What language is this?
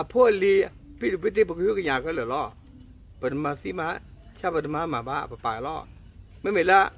S'gaw Karen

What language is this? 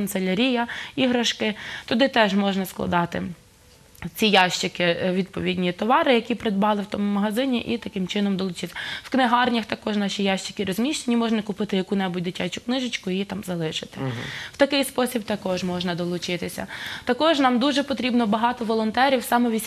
Ukrainian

